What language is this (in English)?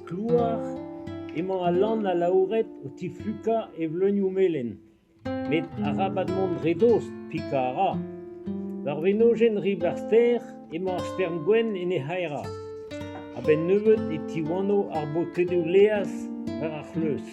Breton